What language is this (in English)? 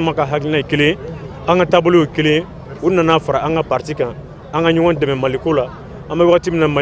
Bambara